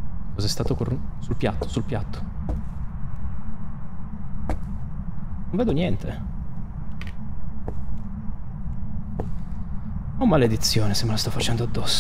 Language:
Italian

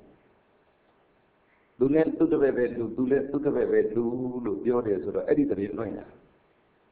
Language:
Burmese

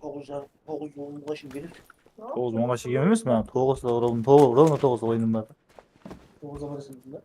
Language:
Kara-Kalpak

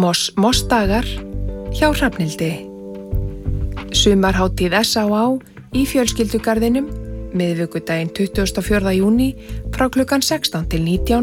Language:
Icelandic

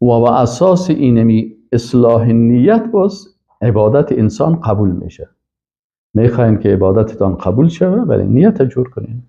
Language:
Persian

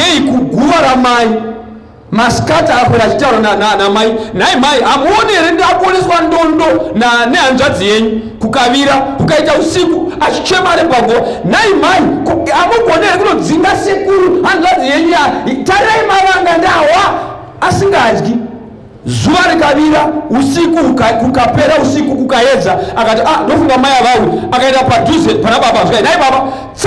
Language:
Shona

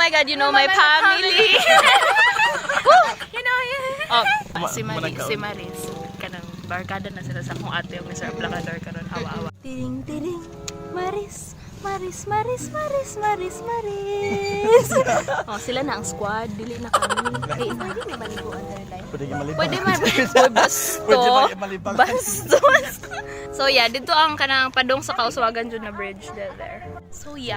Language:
Cebuano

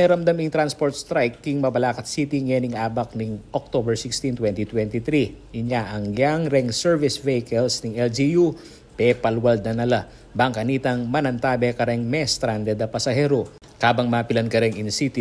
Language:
Pampanga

